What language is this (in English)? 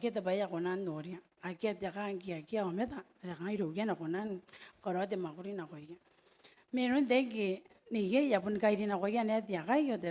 Gilbertese